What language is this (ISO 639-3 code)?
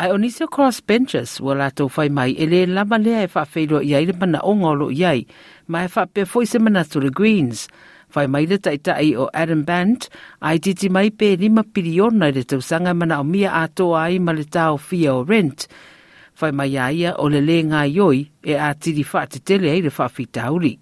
smo